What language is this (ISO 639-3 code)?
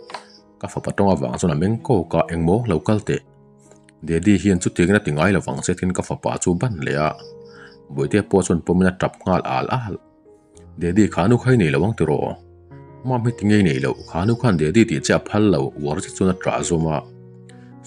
lus